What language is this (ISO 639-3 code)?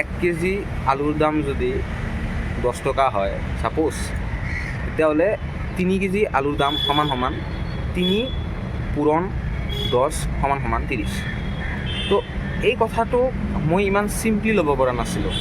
asm